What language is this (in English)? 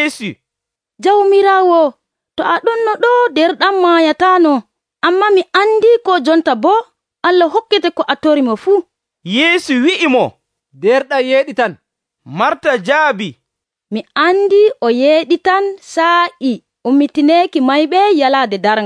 Nigerian Fulfulde